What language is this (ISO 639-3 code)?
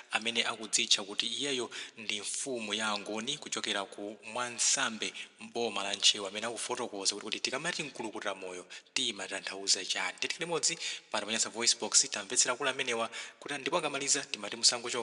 nya